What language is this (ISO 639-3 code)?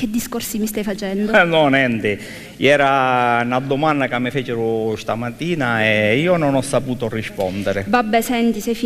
scn